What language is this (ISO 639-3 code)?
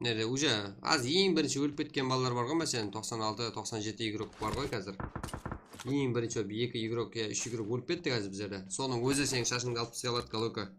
kaa